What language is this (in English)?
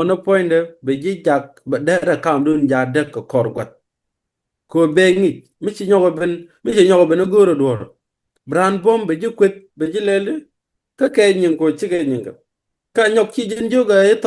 Nuer